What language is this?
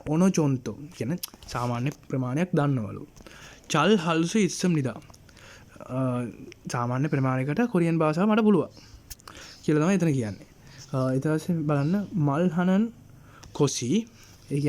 Sinhala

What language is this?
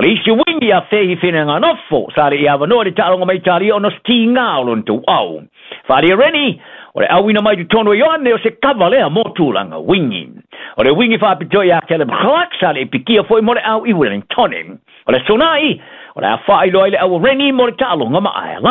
Samoan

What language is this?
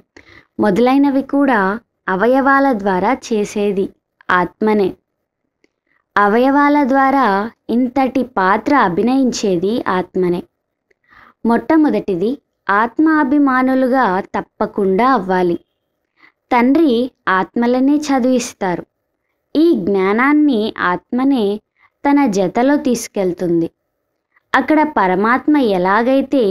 Telugu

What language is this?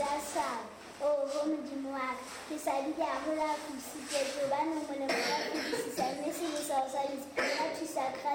Southern Sotho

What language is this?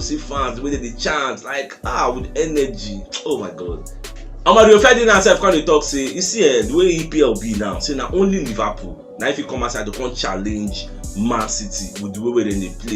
Nigerian Pidgin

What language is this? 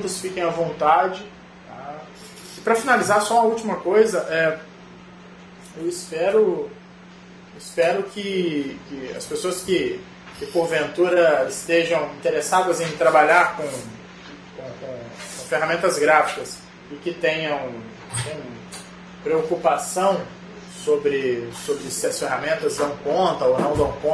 Portuguese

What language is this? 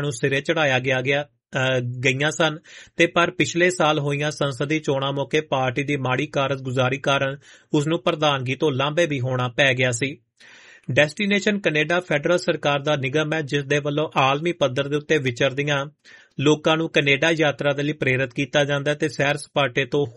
Punjabi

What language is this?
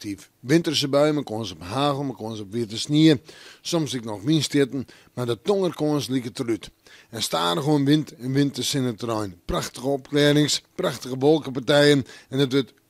Western Frisian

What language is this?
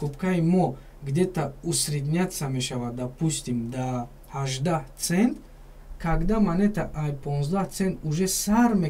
Tajik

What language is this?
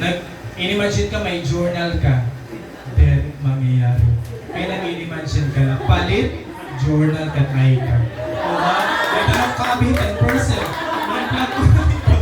Waray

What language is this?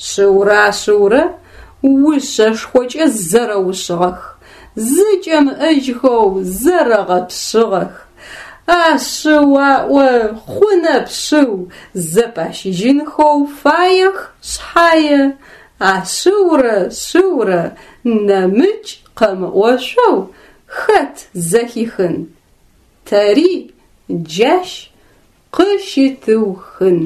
Adyghe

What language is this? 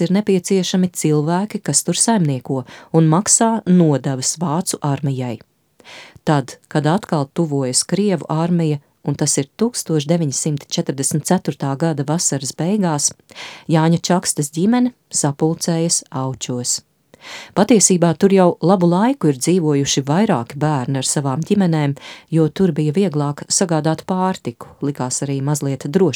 Latvian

